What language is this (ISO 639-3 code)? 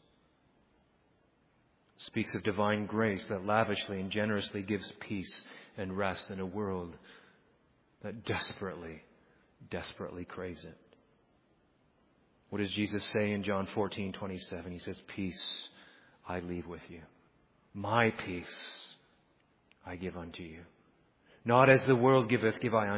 eng